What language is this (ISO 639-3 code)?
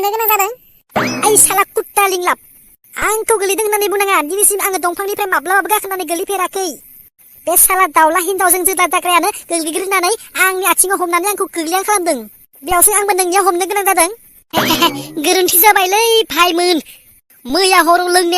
brx